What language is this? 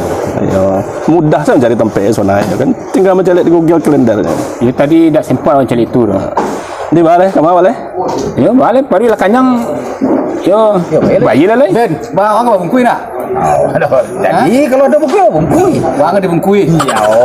Minangkabau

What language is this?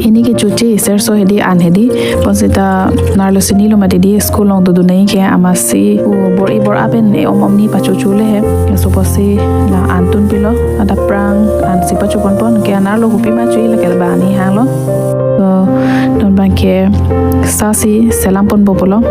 Karbi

